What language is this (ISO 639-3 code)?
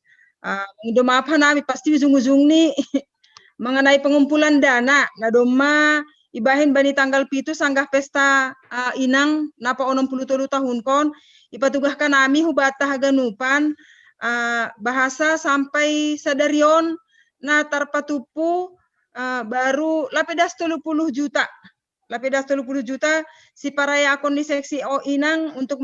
bts